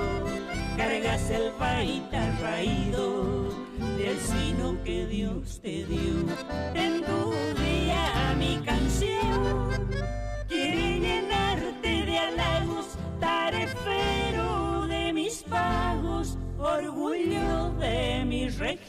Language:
Guarani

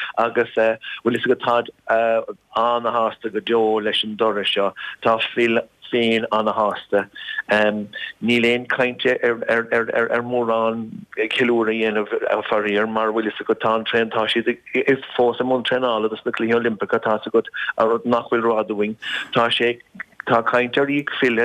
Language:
Irish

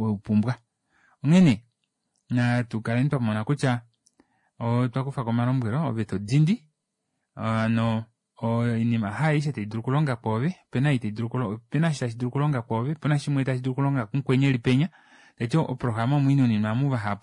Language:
Kuanyama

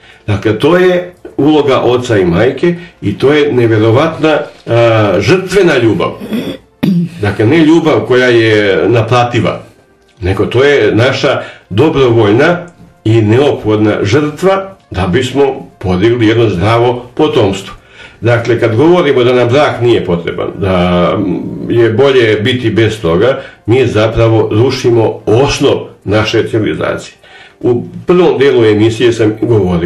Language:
Serbian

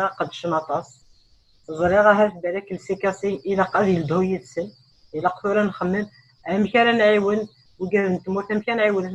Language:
Kabyle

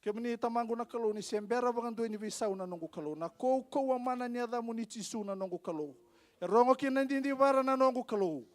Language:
Fijian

